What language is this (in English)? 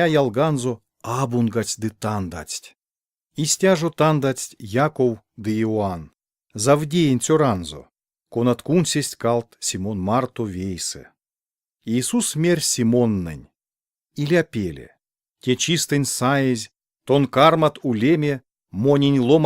Erzya